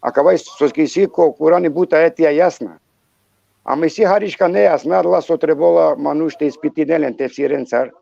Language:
Balkan Romani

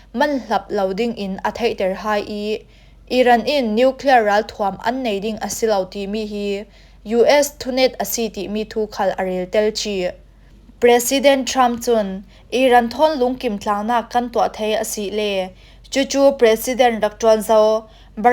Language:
Falam Chin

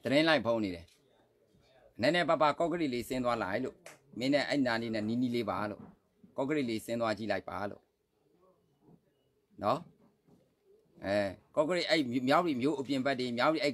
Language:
Burmese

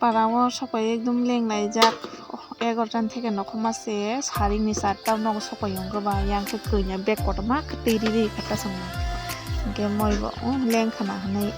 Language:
Kok Borok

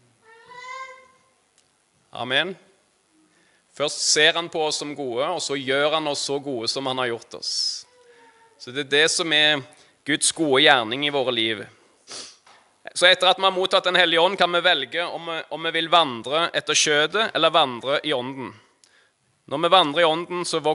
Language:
Norwegian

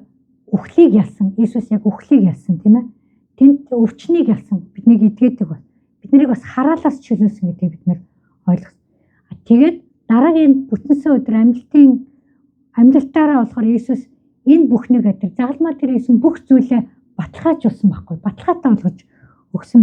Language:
Mongolian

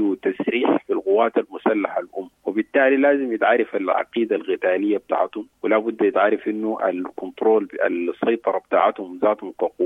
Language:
Sudanese Arabic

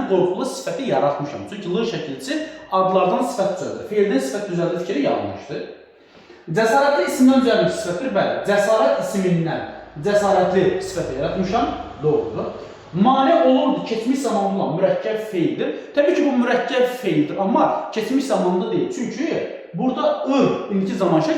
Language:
Azerbaijani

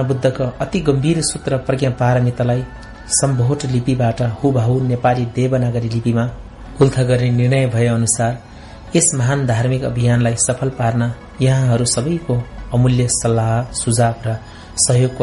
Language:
Nepali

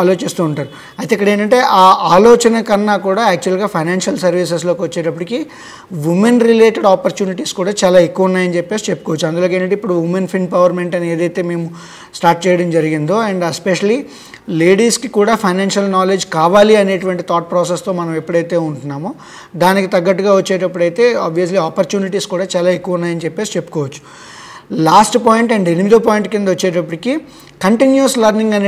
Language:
Telugu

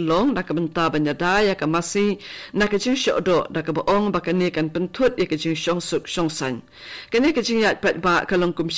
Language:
Khasi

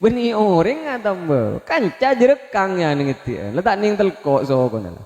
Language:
Madurese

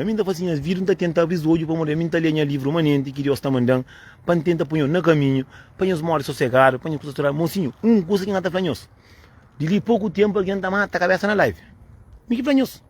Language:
Kabuverdianu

